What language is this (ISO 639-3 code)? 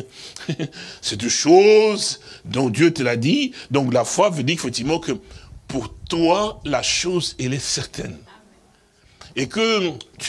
fra